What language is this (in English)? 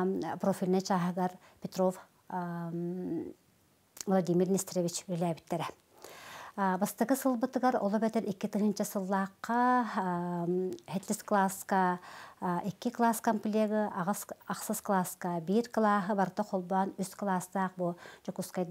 Yakut